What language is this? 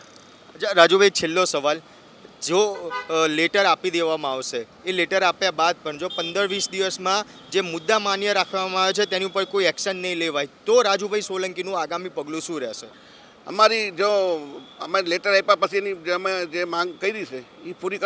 Gujarati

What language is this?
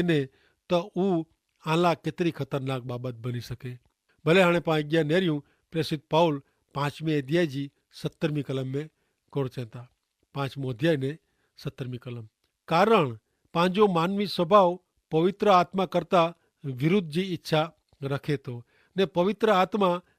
Kachhi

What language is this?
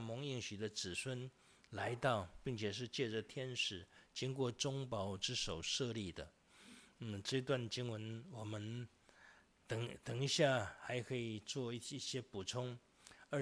Chinese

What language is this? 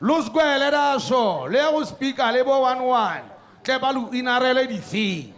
Tswana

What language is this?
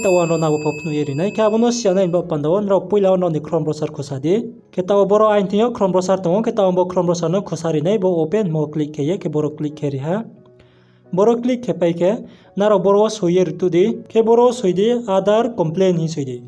Riang (India)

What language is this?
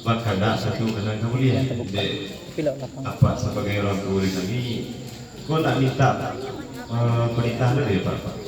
Minangkabau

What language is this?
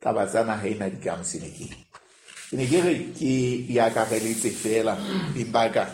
Southern Sotho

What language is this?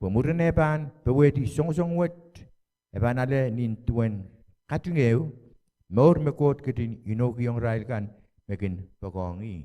Pohnpeian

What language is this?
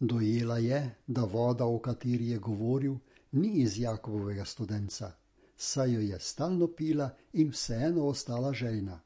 Slovenian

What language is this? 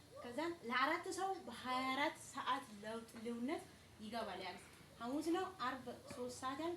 Amharic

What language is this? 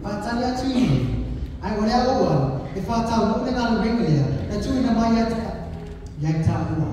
Samoan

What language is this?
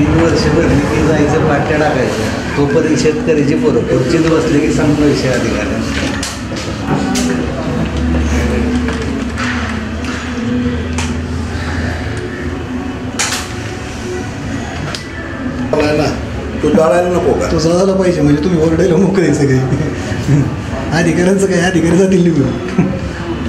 Marathi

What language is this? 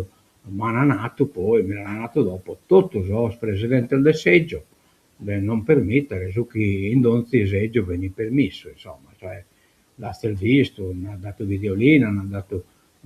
Sardinian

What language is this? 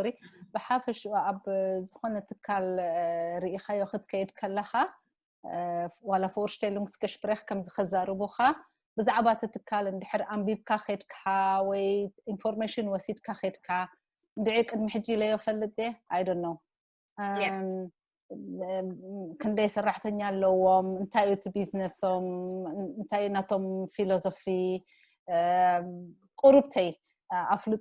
Tigrinya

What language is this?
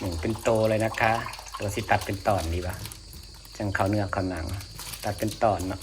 Northeastern Thai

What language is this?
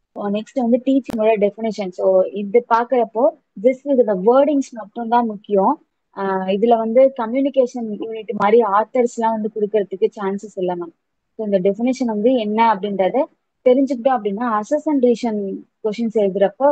Tamil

